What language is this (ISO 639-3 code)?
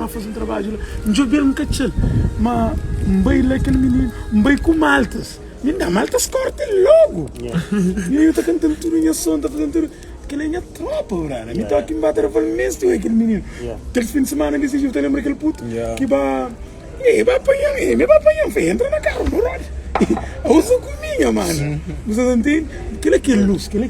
kea